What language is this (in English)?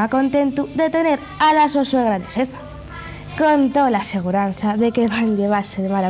Asturian